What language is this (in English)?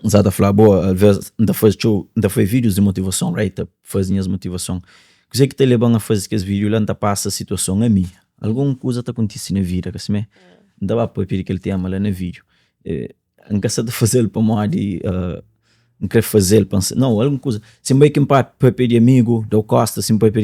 Kabuverdianu